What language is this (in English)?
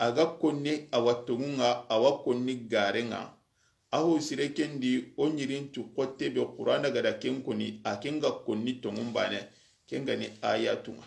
Soninke